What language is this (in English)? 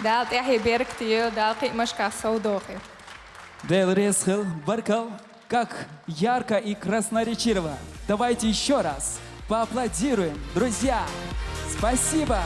Chechen